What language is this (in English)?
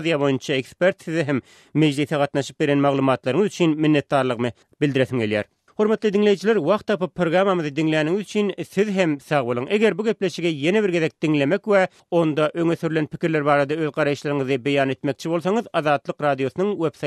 Turkmen